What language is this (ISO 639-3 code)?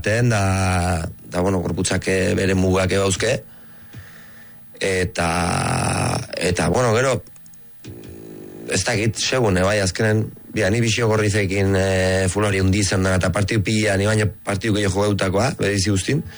eus